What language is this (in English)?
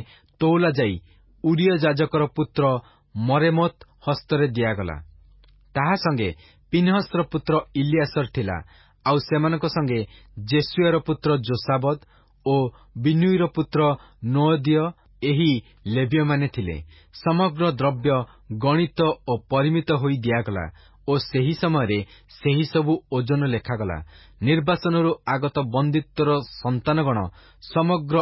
Odia